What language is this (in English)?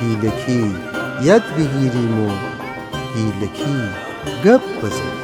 Gilaki